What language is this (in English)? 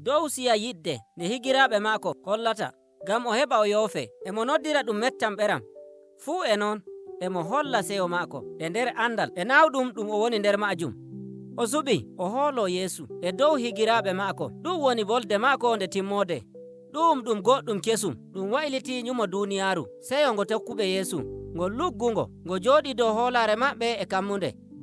Nigerian Fulfulde